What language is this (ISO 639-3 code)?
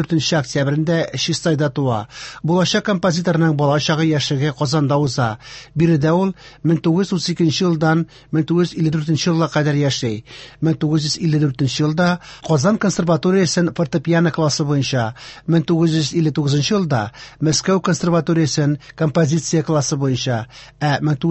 tat